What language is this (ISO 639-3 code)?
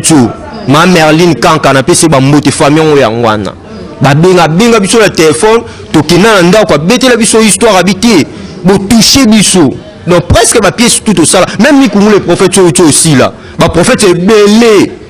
lin